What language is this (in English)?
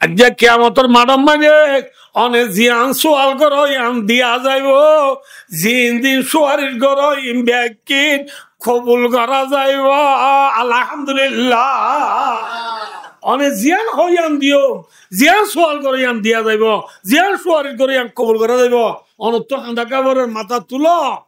Rohingya